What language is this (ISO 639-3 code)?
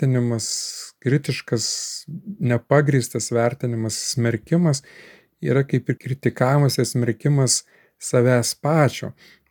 lit